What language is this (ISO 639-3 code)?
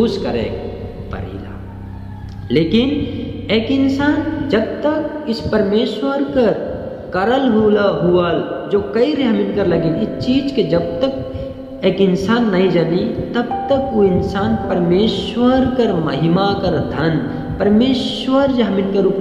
sck